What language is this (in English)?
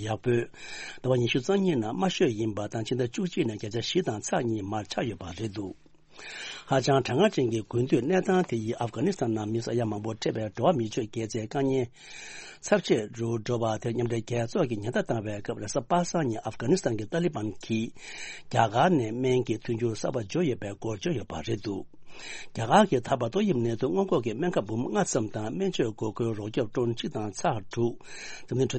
Tibetan